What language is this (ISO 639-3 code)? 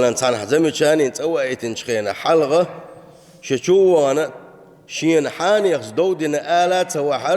che